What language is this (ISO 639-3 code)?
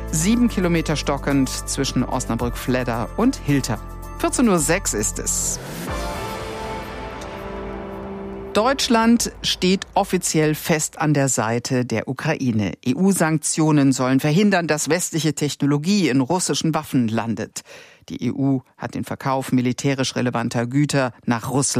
deu